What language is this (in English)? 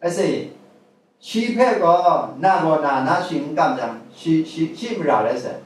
Kachin